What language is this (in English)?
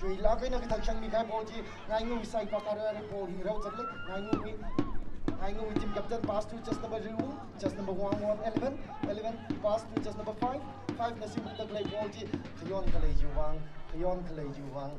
Tangkhul Naga (India)